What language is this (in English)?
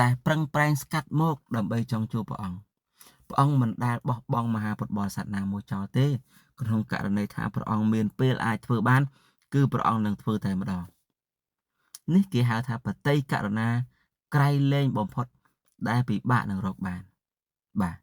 Khmer